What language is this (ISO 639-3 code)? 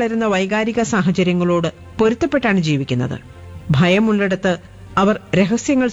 mal